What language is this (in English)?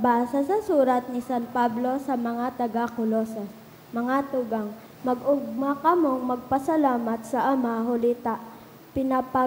Bikol